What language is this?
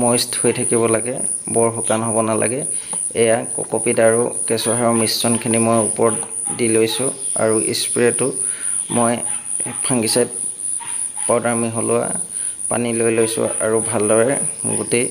Assamese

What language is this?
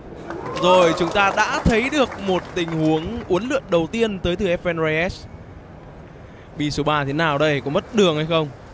Vietnamese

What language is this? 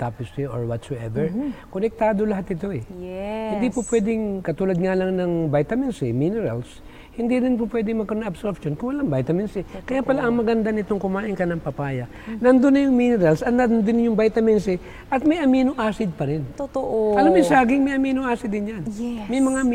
Filipino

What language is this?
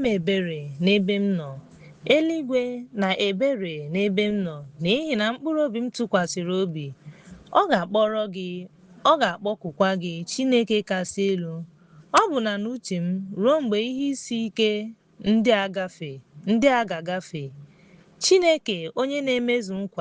Igbo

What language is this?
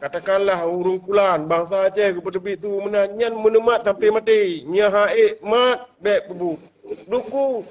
Achinese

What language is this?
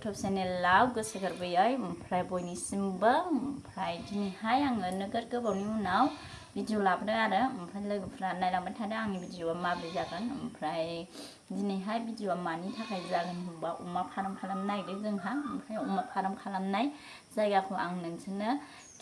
Bodo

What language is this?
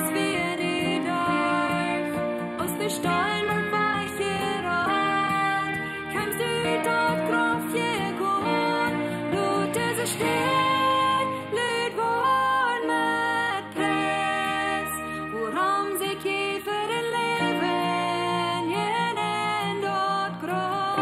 Plautdietsch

